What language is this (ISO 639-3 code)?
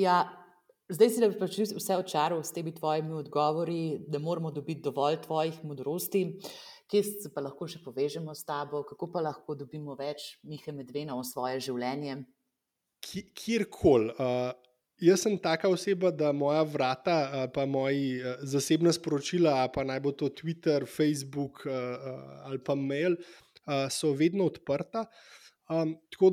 slv